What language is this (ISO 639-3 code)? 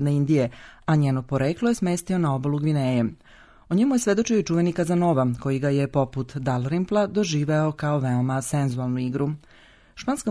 srp